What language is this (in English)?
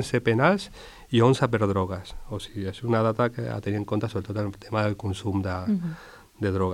Catalan